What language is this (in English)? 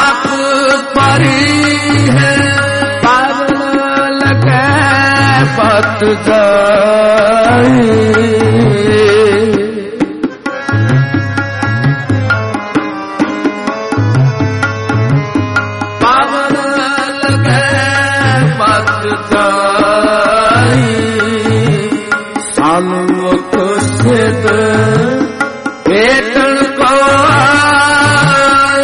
Punjabi